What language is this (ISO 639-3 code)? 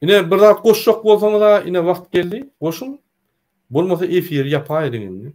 tuk